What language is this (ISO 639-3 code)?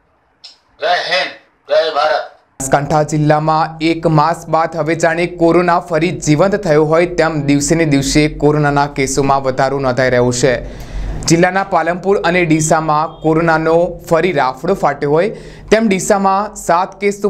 guj